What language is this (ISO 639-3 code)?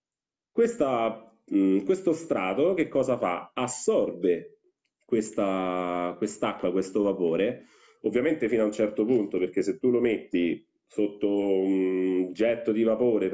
ita